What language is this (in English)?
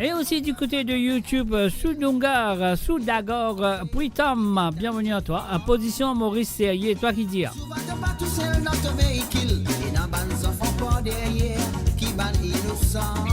Morisyen